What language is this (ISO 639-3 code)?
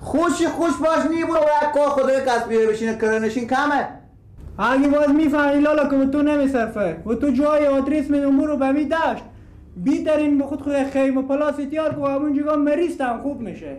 fas